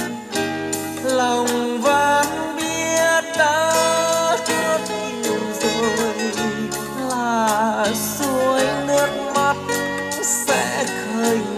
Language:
Vietnamese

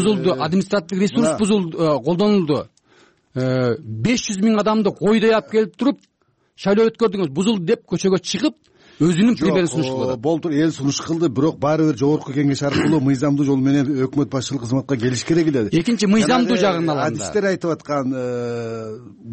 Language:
Kyrgyz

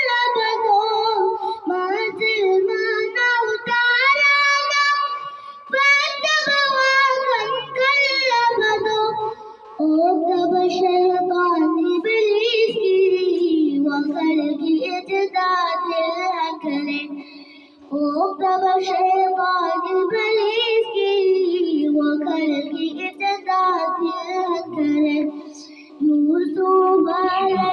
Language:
Manipuri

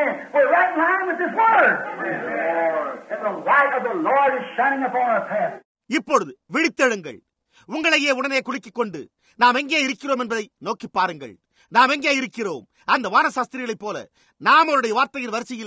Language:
Tamil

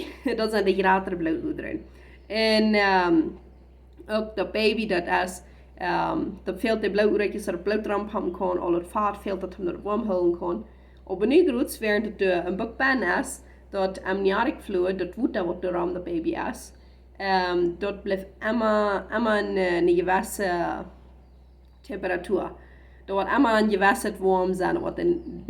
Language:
Plautdietsch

